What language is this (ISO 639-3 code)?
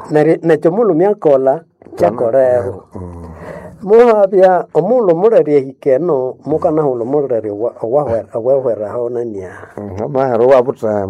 nnb